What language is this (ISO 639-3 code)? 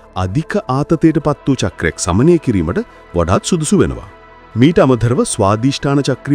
sin